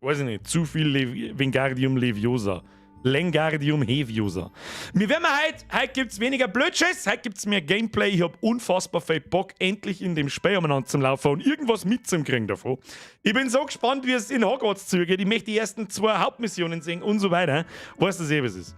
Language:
Bavarian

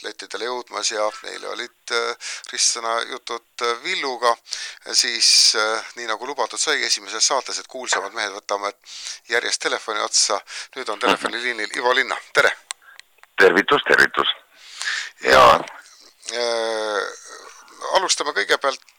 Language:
Estonian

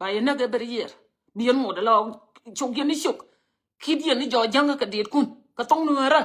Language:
Nuer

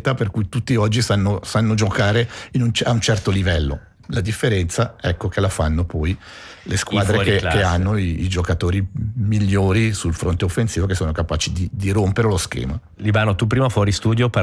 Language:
Italian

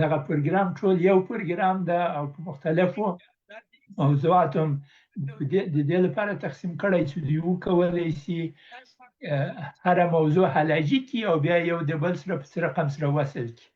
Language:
Pashto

